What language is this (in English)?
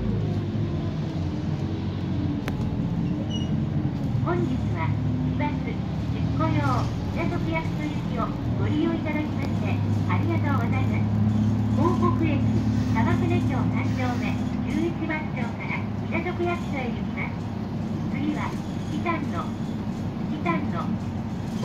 Japanese